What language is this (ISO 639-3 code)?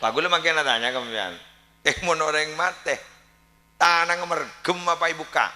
mad